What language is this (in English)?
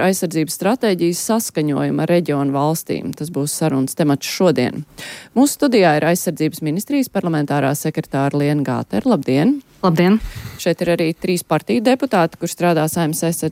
Latvian